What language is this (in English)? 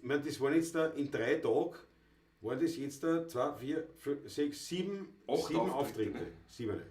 Bavarian